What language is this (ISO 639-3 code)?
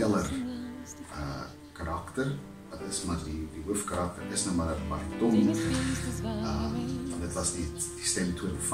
afr